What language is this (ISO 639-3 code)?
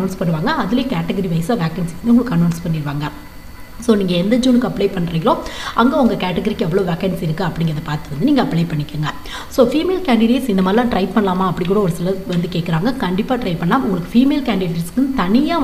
tam